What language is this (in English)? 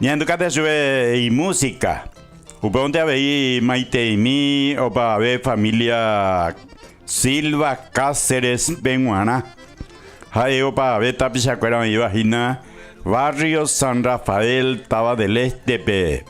Guarani